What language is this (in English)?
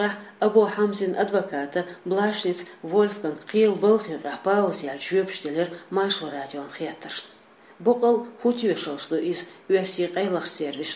Chechen